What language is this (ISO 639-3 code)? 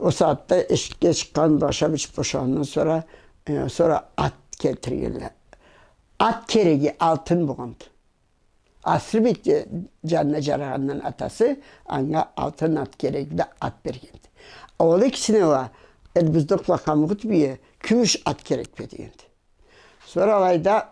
krc